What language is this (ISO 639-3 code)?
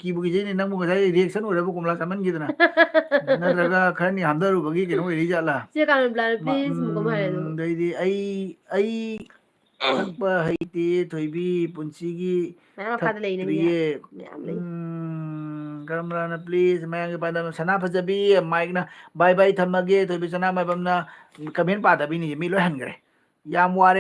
mni